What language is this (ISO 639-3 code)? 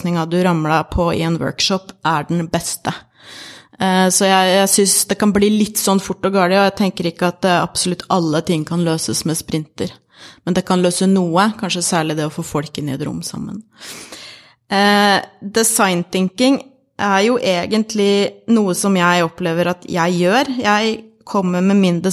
nor